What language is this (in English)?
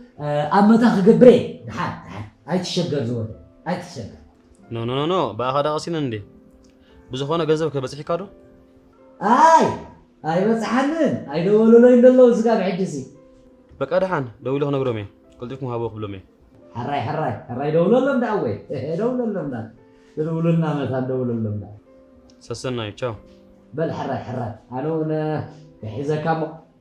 Tigrinya